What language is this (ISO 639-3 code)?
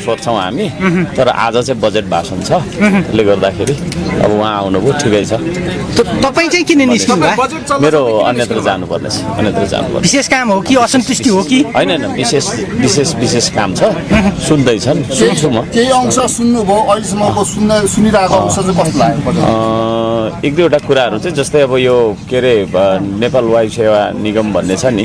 nep